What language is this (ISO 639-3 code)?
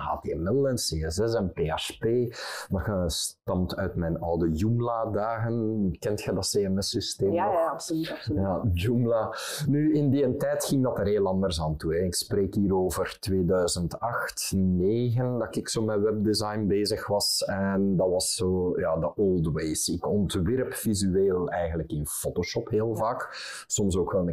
nld